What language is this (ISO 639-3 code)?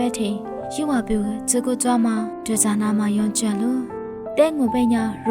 lis